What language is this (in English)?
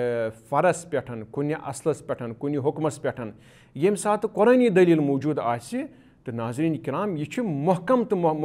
Kashmiri